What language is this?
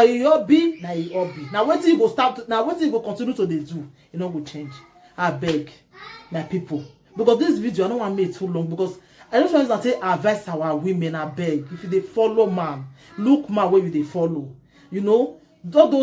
Nigerian Pidgin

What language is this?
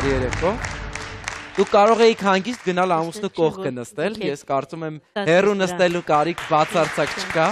Armenian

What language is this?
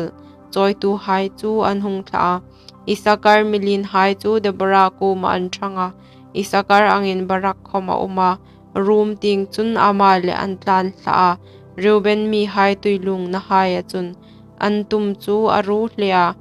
Hmar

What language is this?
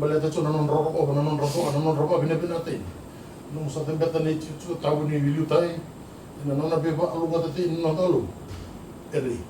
Fijian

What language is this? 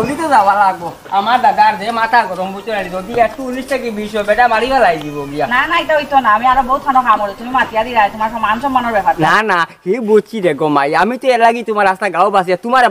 Sylheti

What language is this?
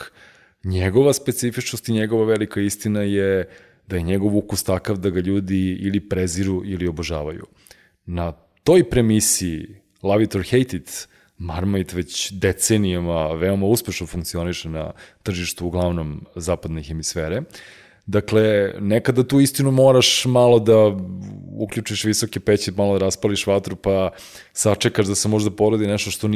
Serbian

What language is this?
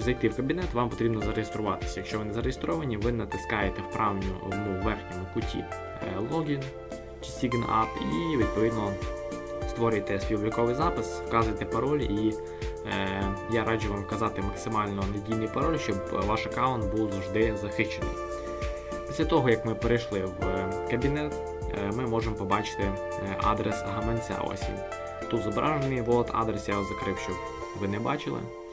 Ukrainian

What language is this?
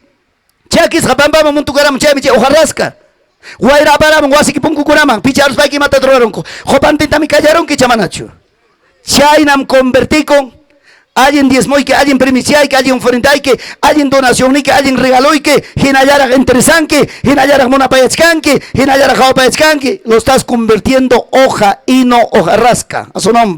Ayacucho Quechua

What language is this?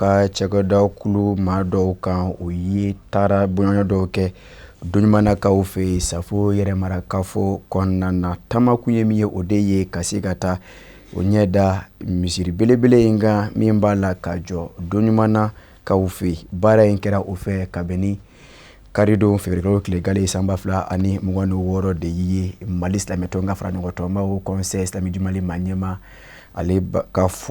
Bambara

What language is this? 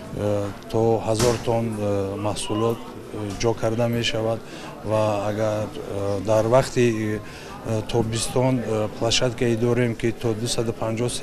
Tajik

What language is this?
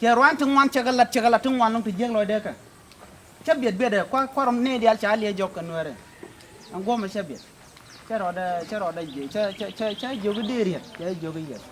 Nuer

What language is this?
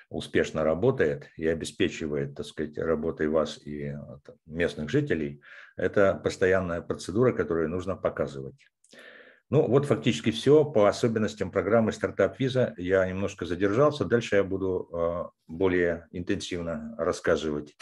Russian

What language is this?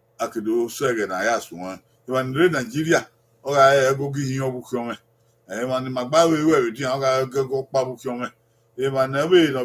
Bini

